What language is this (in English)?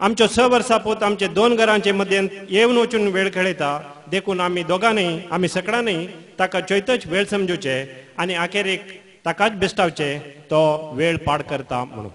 Konkani